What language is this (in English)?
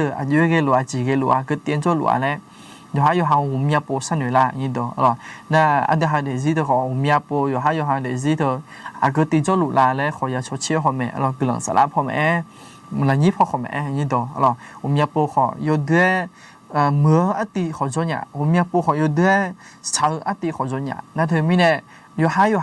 Akha